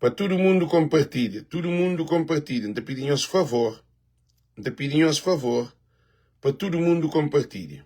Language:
Kabuverdianu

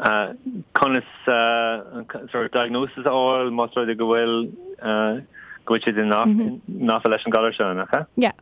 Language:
Irish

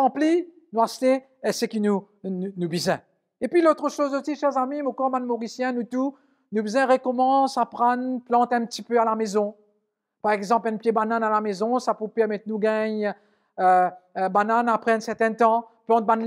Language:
Morisyen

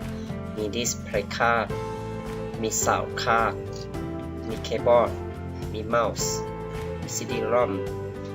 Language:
Lao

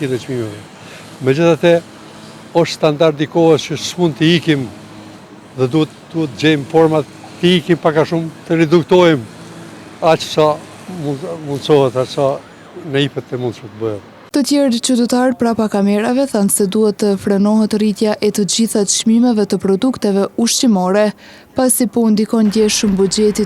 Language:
Albanian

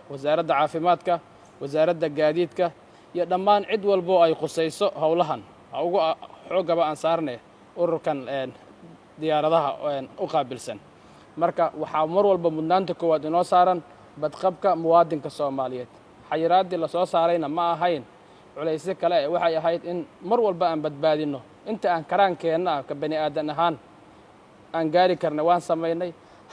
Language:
Somali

